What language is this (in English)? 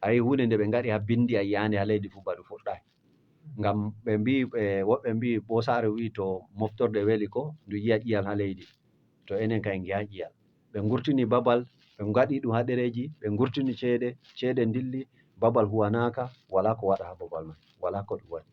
Fula